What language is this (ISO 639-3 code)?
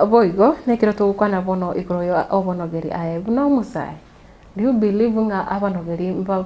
guz